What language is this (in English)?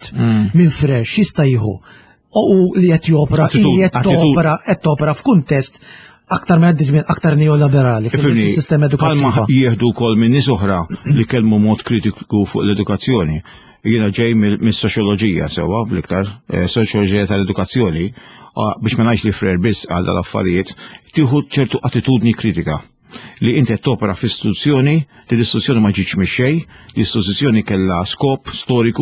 Maltese